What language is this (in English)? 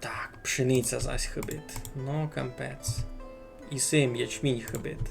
Rusyn